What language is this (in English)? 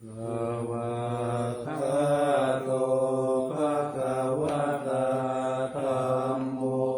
Pali